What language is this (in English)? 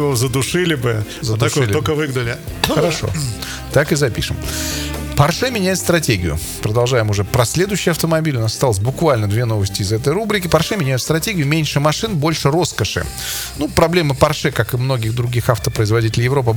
Russian